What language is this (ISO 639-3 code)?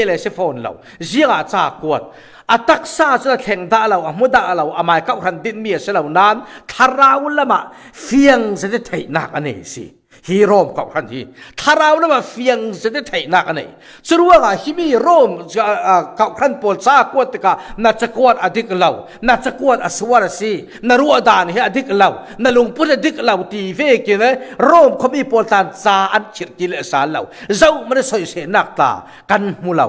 cfm